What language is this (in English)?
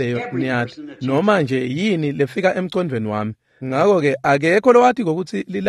Swati